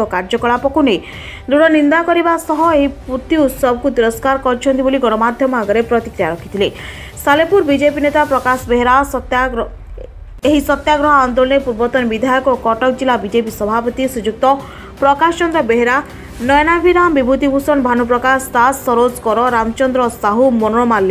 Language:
Odia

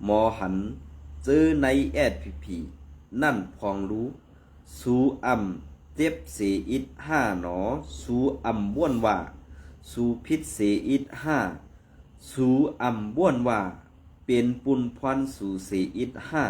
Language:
Shan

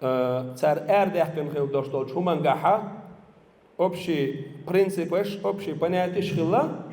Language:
Chechen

